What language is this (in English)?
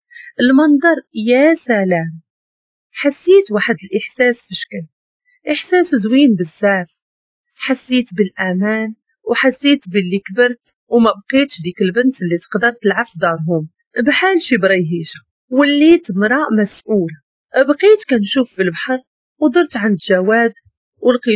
Moroccan Arabic